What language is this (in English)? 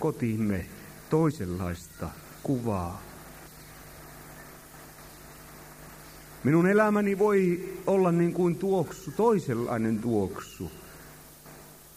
Finnish